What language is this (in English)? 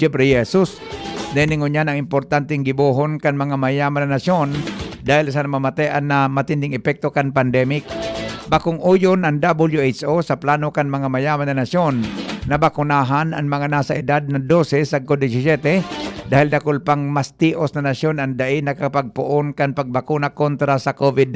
Bikol